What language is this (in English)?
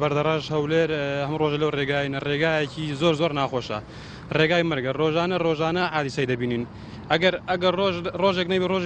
Central Kurdish